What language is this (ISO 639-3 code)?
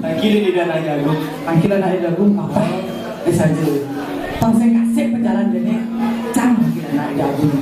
ban